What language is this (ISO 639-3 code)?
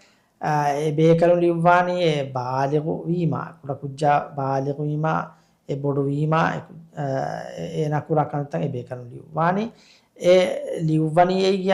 div